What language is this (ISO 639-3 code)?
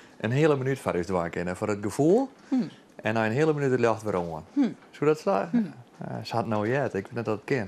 fry